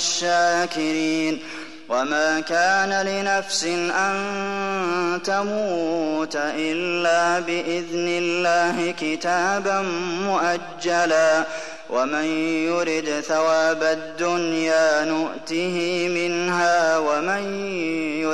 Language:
Arabic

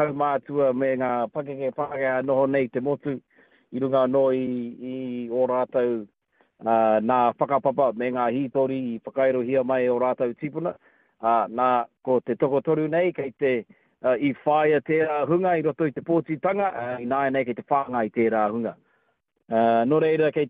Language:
Māori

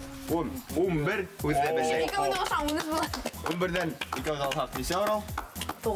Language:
Bashkir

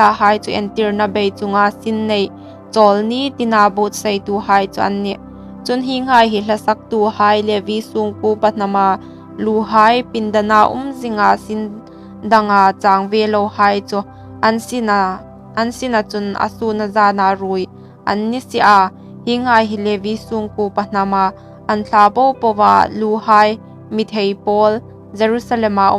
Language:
Hmar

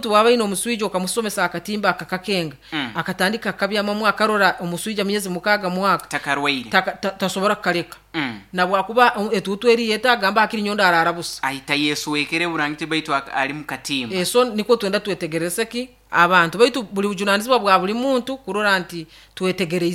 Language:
Nyoro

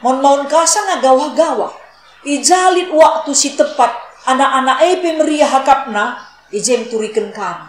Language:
Batak Karo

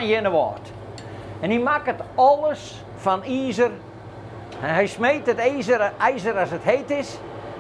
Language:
Western Frisian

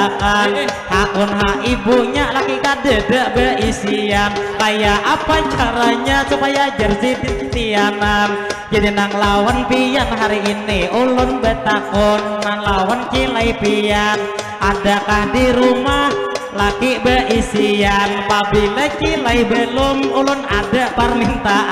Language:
Banjar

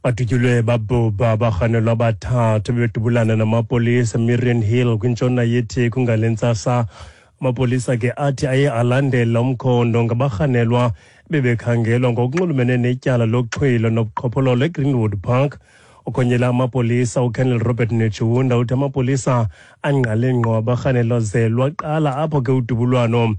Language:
Xhosa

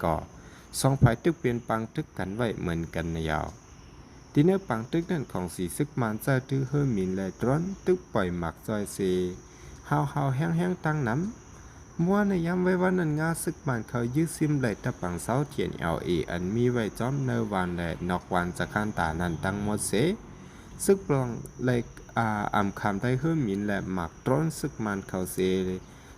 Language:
Shan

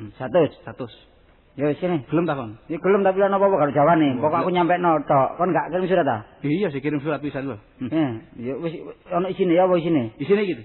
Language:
Javanese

